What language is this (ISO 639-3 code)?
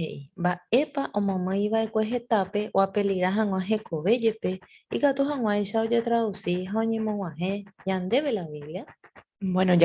grn